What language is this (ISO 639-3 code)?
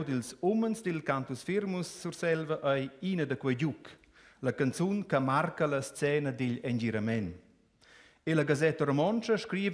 roh